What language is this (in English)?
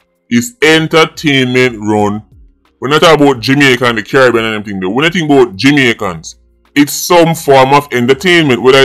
Jamaican Creole English